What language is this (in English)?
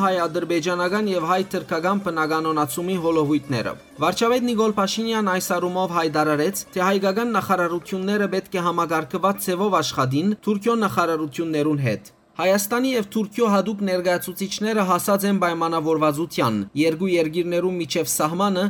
Western Armenian